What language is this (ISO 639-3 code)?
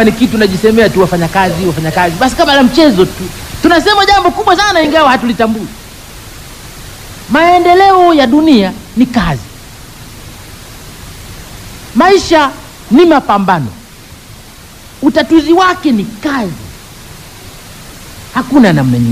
swa